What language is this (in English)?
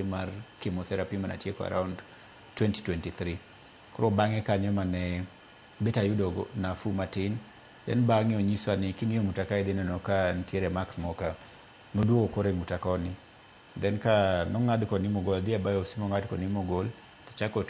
Luo (Kenya and Tanzania)